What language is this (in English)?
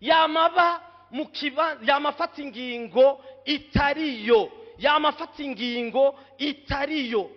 Rundi